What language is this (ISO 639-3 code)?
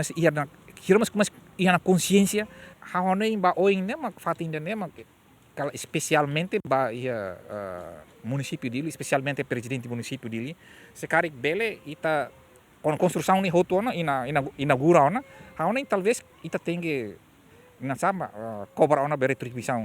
tet